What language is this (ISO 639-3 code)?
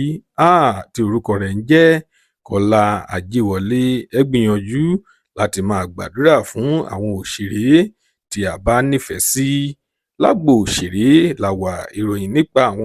yor